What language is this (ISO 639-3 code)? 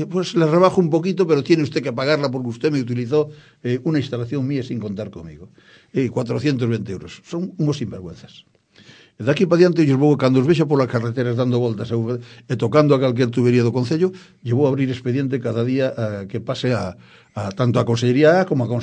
glg